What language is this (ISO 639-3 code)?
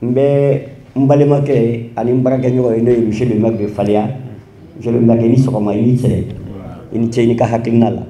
bam